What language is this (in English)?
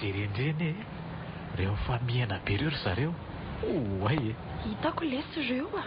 Malagasy